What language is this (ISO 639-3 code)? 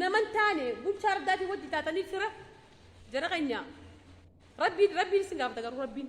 orm